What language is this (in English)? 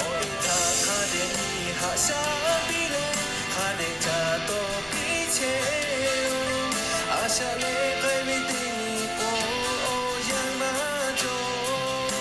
Lahu